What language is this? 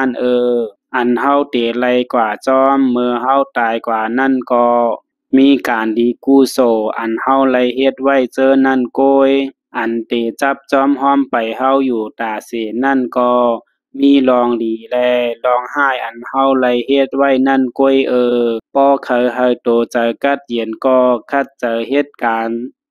Shan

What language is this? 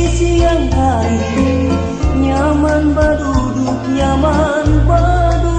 Banjar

